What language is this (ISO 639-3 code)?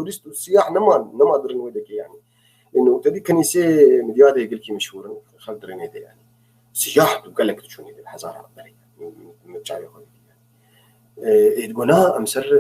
apc